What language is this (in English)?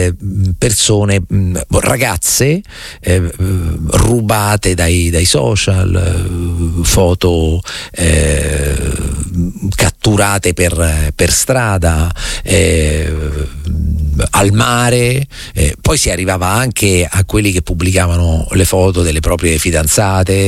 Italian